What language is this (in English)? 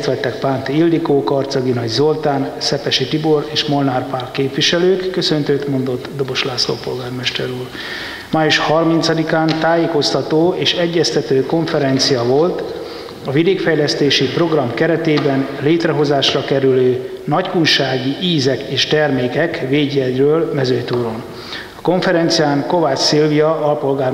Hungarian